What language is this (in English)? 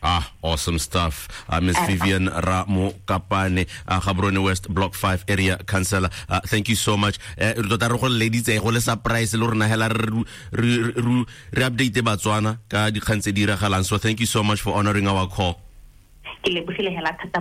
Tswana